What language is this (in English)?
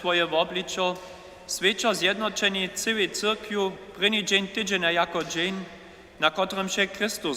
Upper Sorbian